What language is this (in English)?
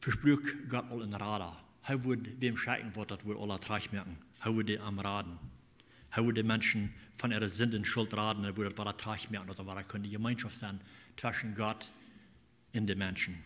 Plautdietsch